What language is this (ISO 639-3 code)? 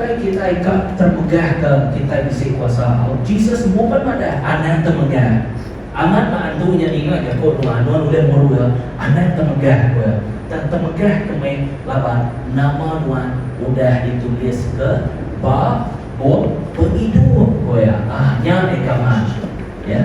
iba